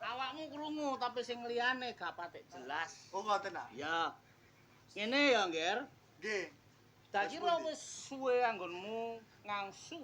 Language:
Javanese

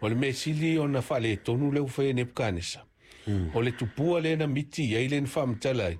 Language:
Samoan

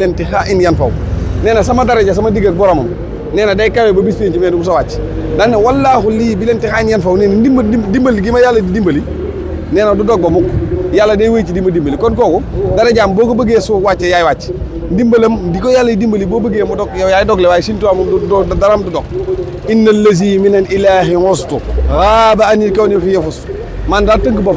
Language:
Wolof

